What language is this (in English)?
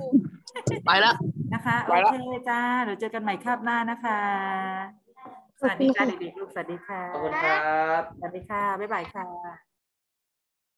Thai